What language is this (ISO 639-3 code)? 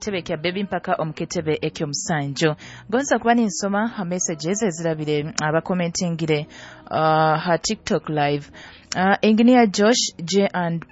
nyo